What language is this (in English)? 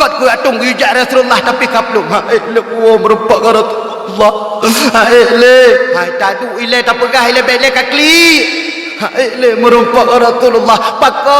Achinese